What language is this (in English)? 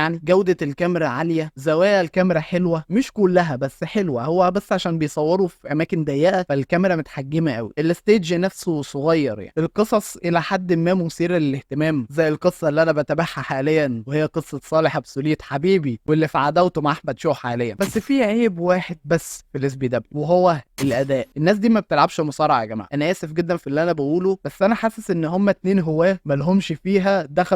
Egyptian Arabic